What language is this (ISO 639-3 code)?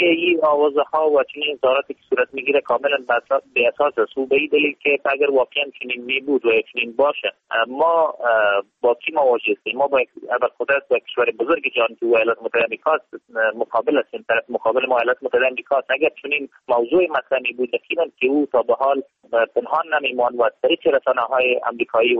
fas